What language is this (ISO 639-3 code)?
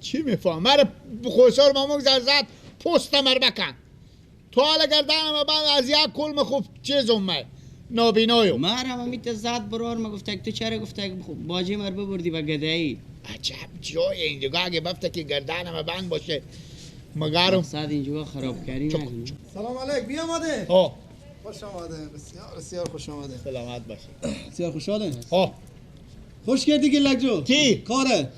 fas